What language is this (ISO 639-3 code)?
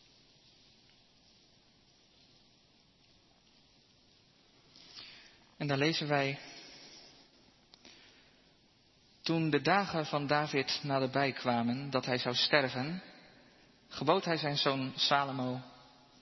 nld